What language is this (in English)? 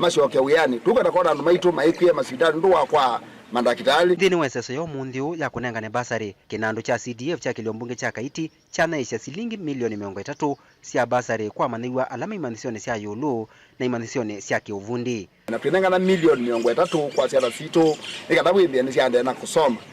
Kamba